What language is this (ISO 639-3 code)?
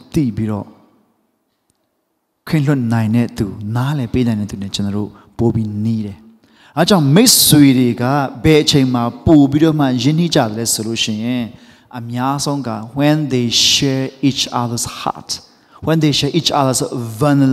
mya